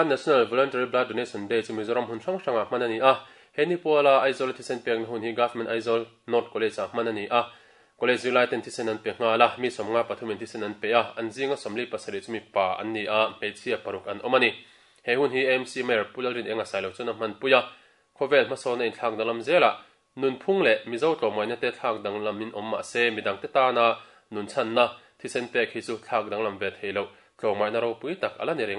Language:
Mizo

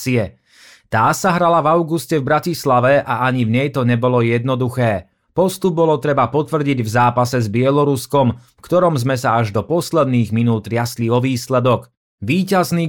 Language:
Slovak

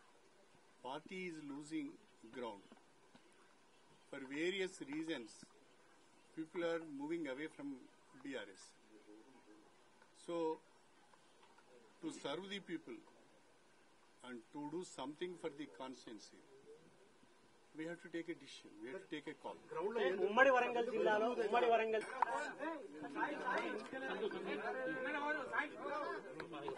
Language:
Telugu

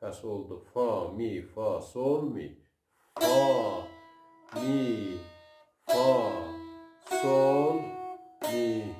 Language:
South Azerbaijani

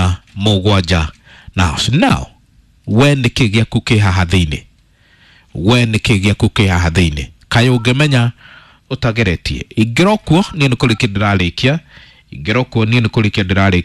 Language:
Kikuyu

